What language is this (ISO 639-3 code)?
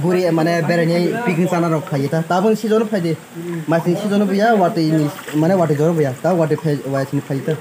trp